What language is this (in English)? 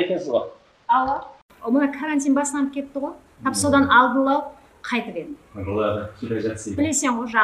Kazakh